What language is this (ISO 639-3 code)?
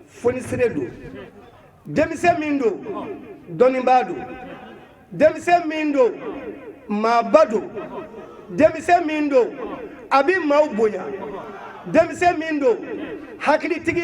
bam